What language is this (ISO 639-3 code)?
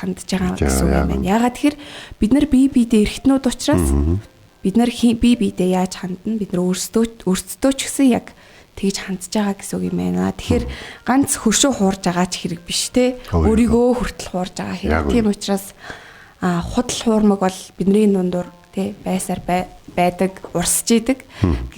mon